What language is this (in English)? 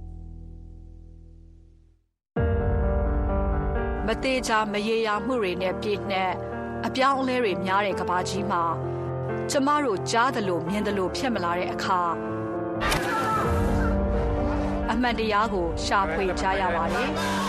Burmese